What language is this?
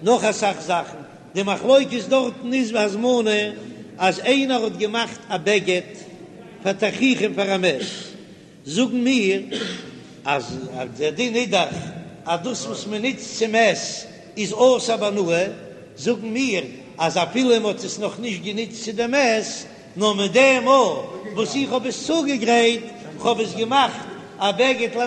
Yiddish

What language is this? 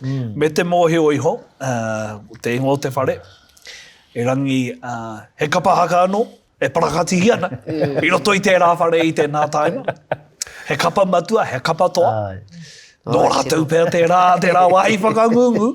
Māori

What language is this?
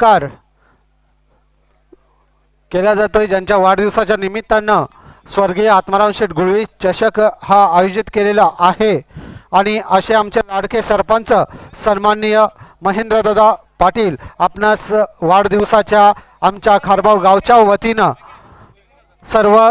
Marathi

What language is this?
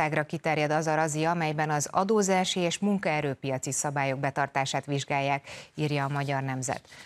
Hungarian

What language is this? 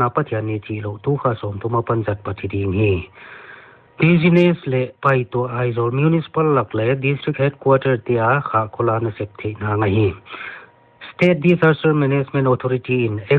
Paite Chin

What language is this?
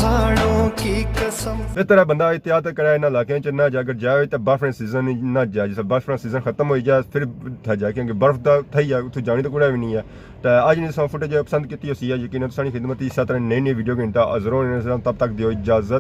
Pahari-Potwari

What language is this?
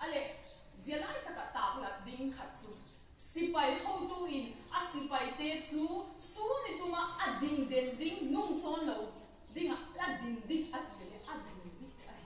Vaiphei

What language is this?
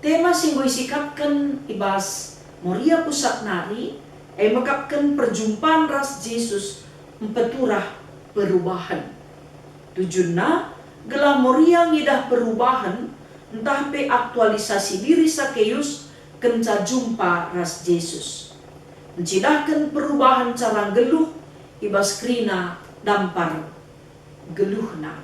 Batak Karo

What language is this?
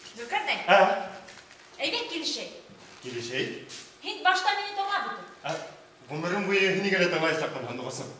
Bashkir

